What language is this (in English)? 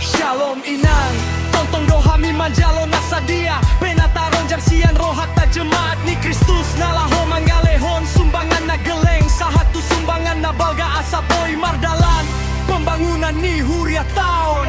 Batak Toba